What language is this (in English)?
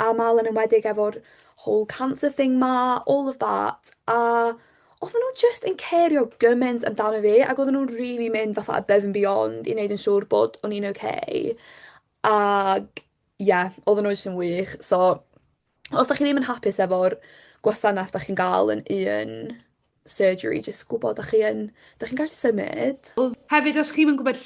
Welsh